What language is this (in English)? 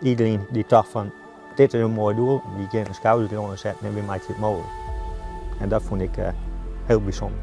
Western Frisian